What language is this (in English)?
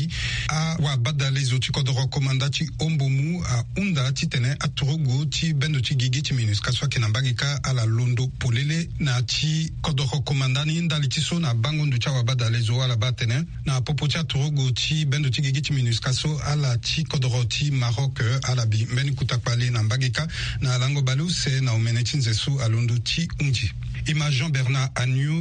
Sango